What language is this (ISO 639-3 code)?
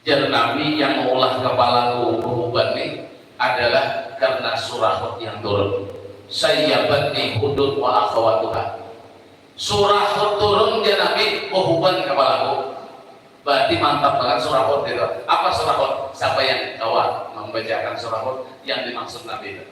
bjn